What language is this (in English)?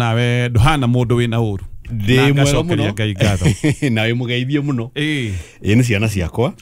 Kikuyu